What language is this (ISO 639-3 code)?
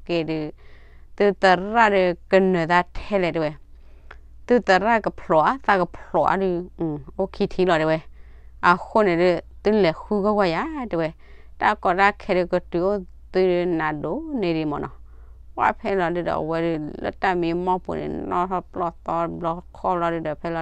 ksw